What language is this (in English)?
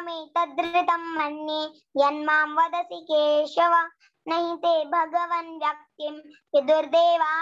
Sanskrit